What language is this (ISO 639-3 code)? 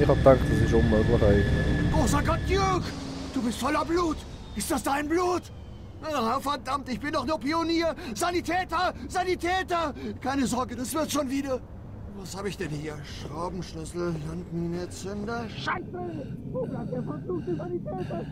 gsw